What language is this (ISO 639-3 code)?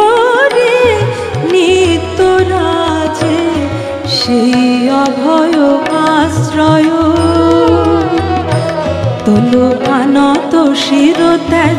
ben